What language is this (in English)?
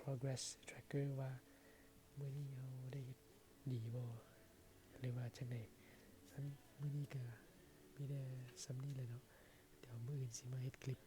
Lao